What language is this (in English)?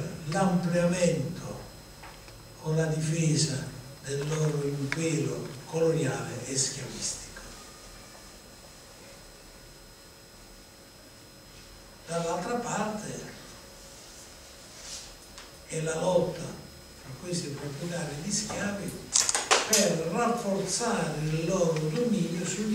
Italian